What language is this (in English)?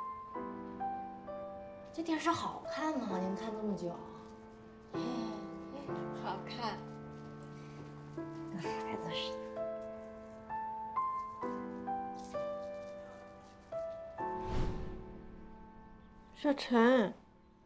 Chinese